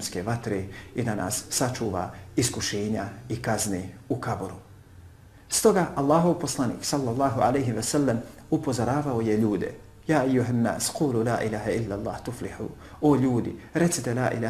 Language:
Bosnian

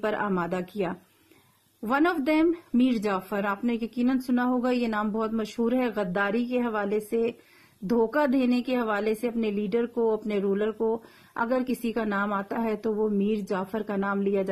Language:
Urdu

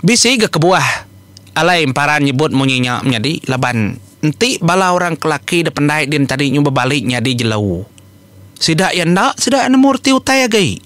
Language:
Iban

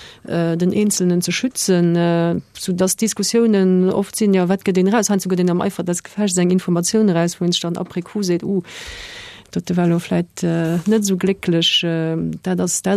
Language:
Luxembourgish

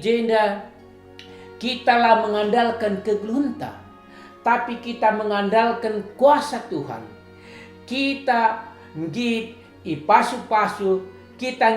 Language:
Batak Karo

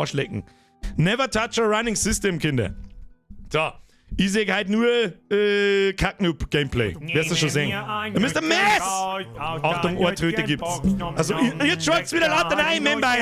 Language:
Bavarian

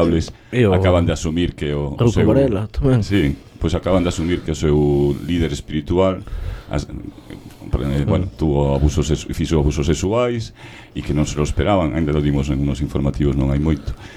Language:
Galician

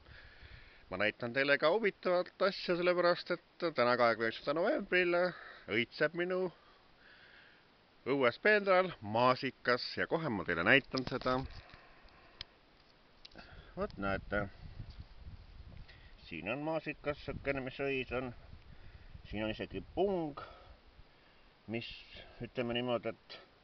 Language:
Estonian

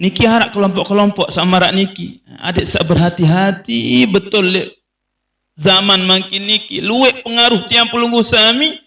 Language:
Sasak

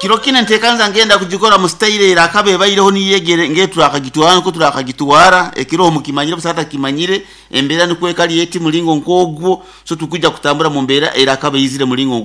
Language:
Nyoro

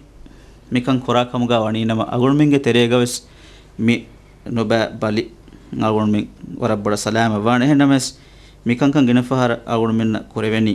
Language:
Divehi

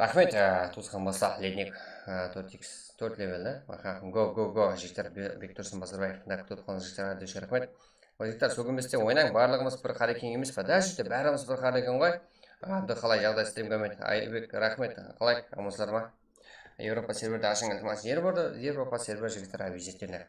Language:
Kara-Kalpak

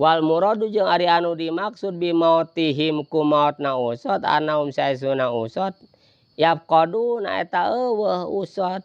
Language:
Sundanese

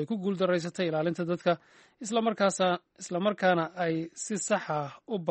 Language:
Somali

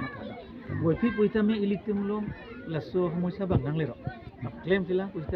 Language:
Karbi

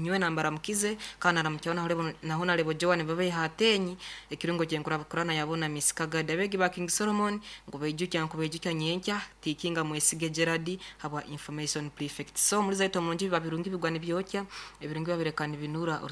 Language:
Nyoro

